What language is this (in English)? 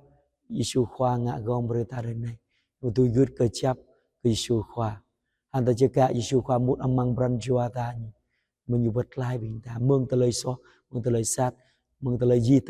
Jarai